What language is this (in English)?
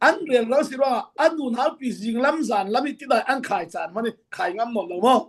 Falam Chin